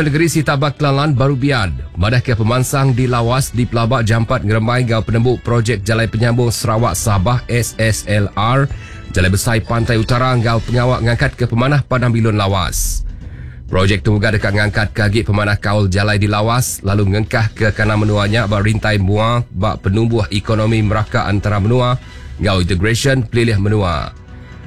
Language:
Iban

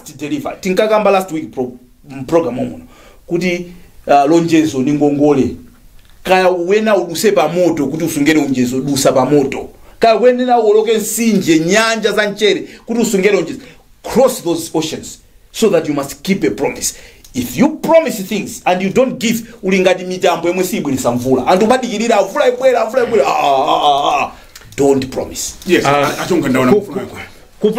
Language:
Nyanja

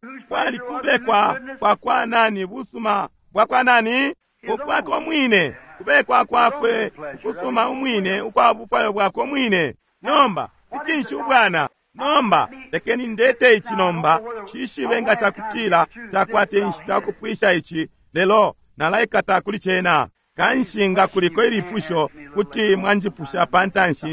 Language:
Bemba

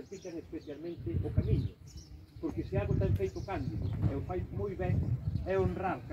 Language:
Galician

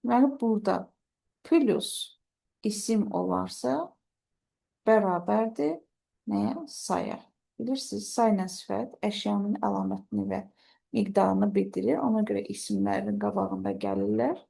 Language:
Azerbaijani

